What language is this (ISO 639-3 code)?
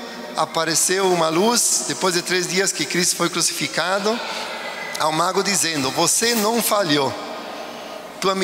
por